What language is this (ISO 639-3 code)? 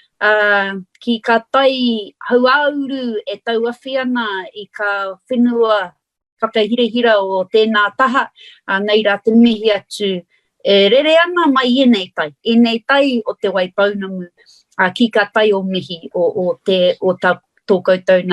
mri